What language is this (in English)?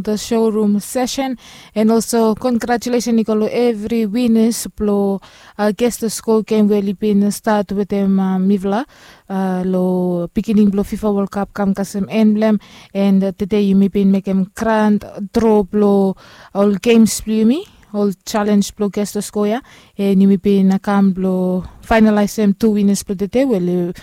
Bislama